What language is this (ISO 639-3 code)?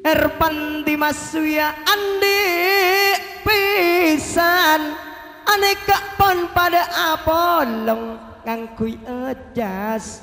mad